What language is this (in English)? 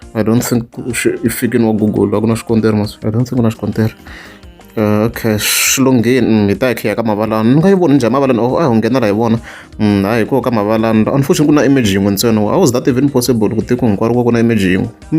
Tsonga